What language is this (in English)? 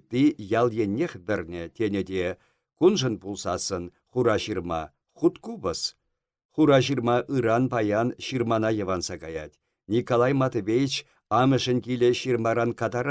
Chuvash